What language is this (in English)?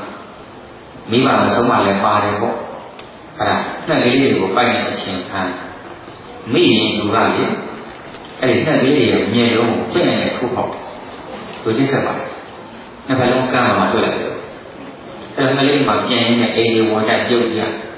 Burmese